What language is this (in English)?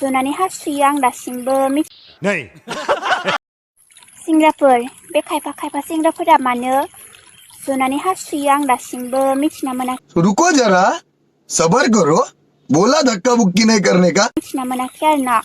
Bodo